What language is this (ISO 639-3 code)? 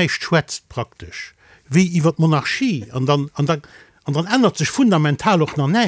ltz